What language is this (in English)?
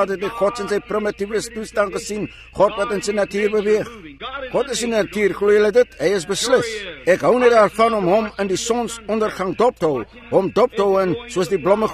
Afrikaans